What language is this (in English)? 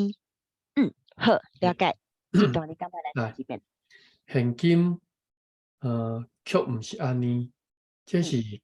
Min Nan Chinese